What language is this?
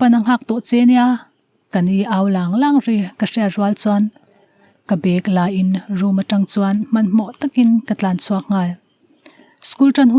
Mizo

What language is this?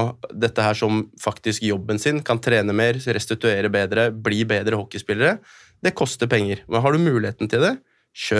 Norwegian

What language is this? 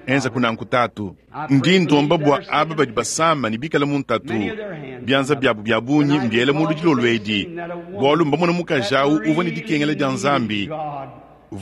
Luba-Lulua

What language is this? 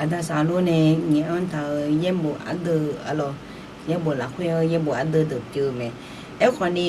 Akha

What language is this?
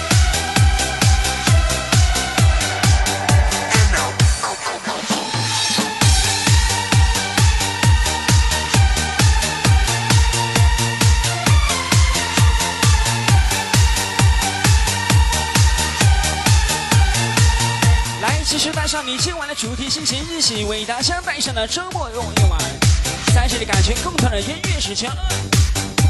Chinese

